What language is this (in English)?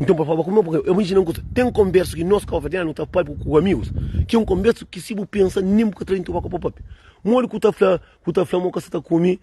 Kabuverdianu